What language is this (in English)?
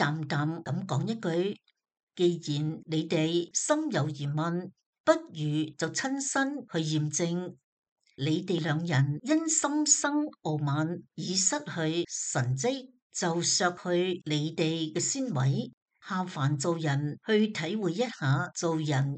Cantonese